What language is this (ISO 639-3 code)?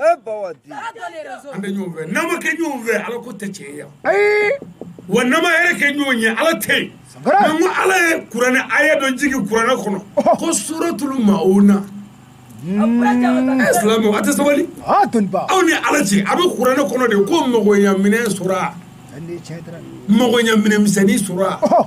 bam